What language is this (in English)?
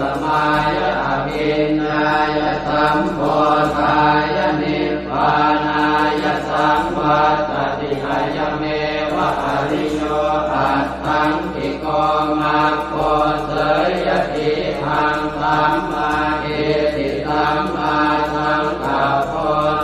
Pali